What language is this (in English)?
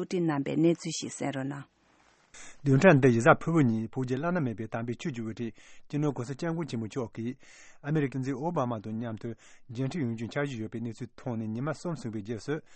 Tibetan